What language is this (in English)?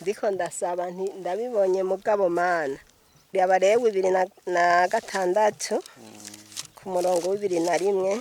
Rundi